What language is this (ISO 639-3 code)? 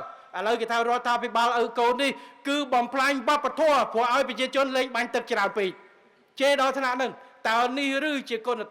khm